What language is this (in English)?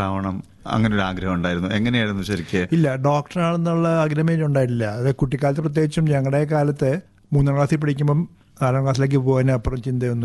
Malayalam